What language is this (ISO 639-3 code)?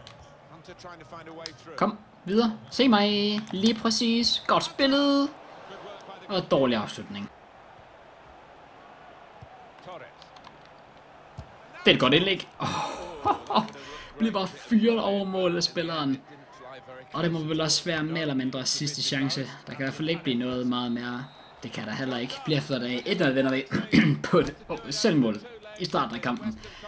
dan